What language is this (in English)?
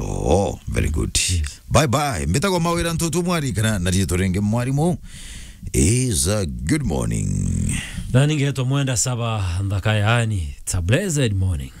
Meru